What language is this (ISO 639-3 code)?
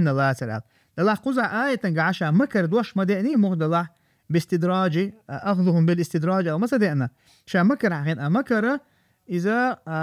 che